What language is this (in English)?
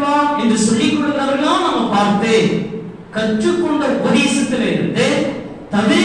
Tamil